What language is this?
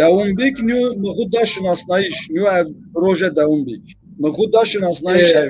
Zaza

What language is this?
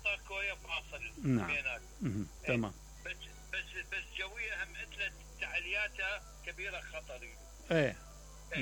Mesopotamian Arabic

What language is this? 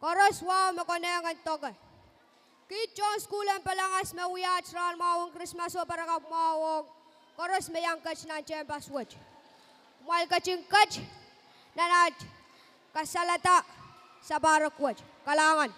Pohnpeian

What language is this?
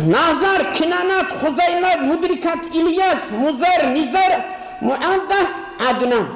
Kumyk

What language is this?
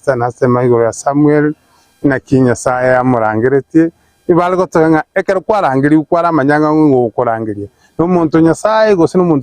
Gusii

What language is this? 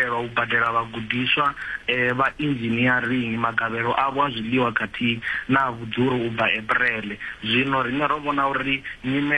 Venda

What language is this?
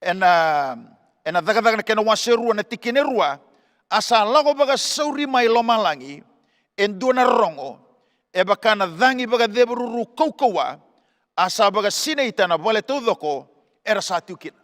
Fijian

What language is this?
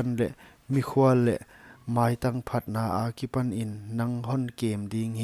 Paite Chin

